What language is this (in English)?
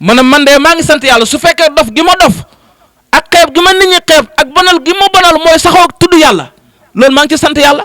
Wolof